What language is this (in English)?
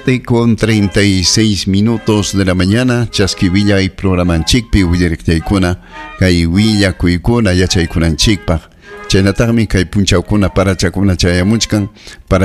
Ayacucho Quechua